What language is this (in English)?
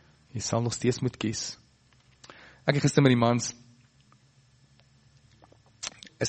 Afrikaans